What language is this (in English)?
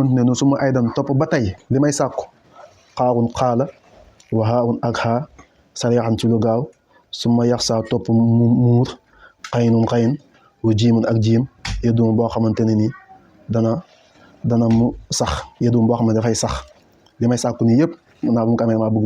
Wolof